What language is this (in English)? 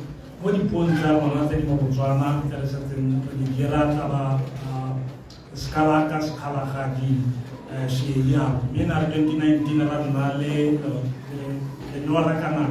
Tswana